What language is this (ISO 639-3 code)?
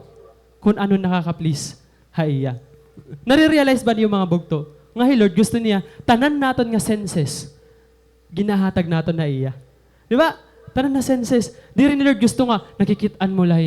war